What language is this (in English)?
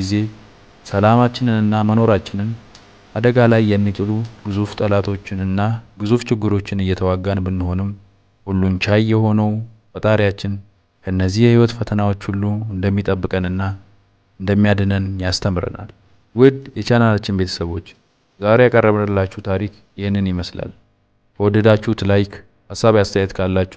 Amharic